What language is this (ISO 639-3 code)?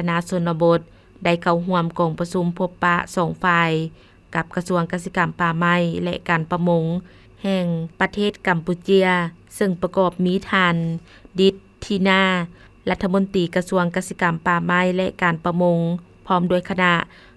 lao